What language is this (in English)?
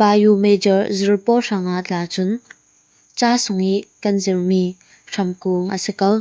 Falam Chin